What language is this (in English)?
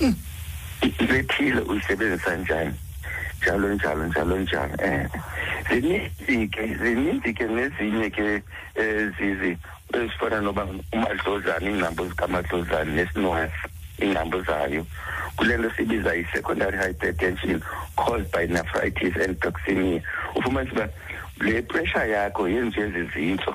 Xhosa